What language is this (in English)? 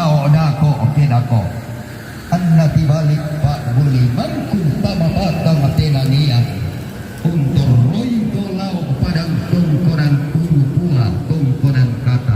Toraja-Sa'dan